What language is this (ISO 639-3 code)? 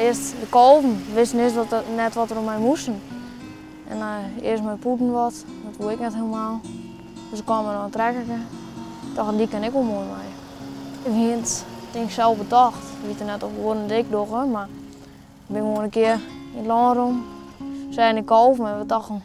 fry